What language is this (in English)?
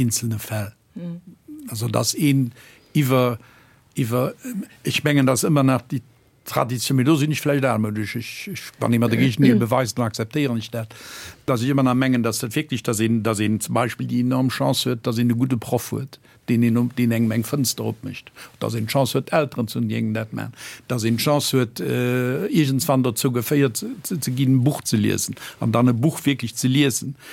Luxembourgish